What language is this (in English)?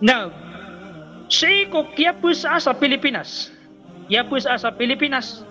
Maranao